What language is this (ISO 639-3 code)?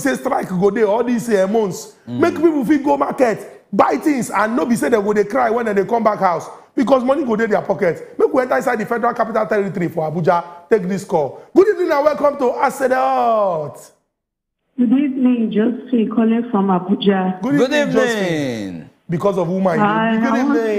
pcm